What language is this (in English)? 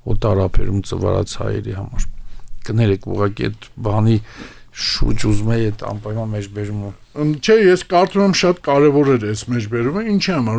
Armenian